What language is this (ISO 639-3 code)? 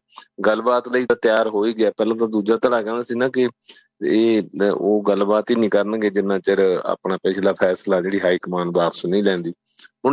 pan